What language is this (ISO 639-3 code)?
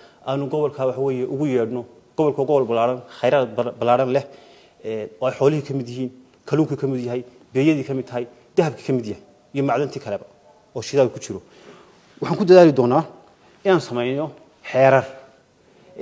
som